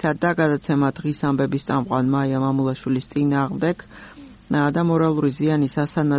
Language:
Georgian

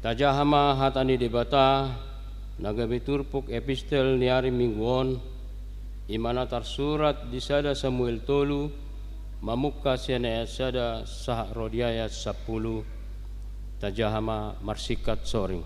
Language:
Batak Toba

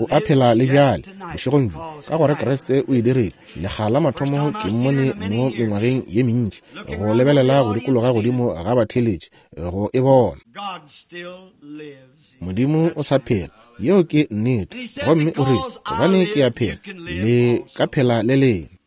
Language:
Northern Sotho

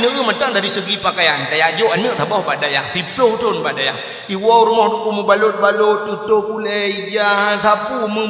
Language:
Achinese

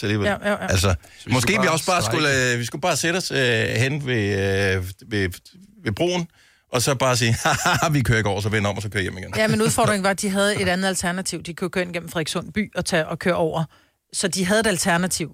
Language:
Danish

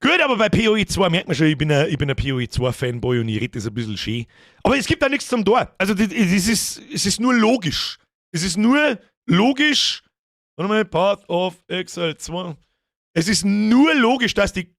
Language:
Bavarian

